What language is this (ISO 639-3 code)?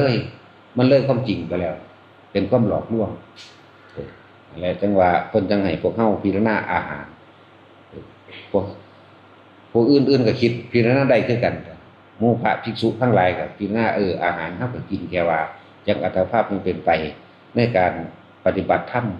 tts